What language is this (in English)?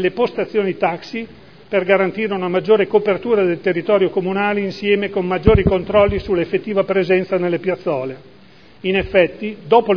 Italian